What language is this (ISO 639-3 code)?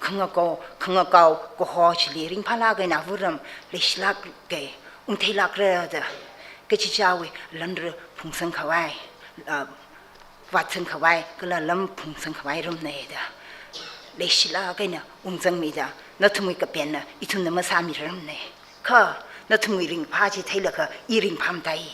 nmf